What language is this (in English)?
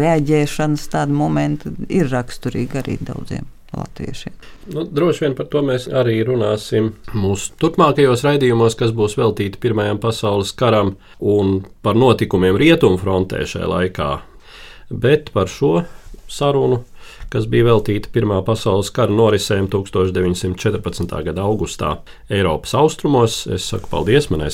Latvian